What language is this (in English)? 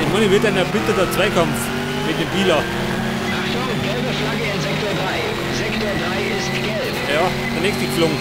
Bavarian